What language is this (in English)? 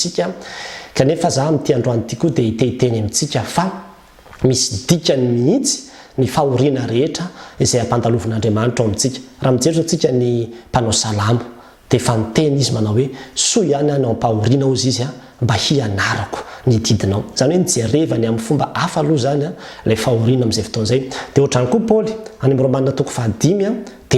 Malagasy